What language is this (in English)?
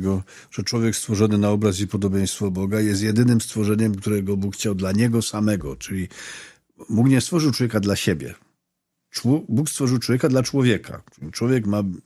Polish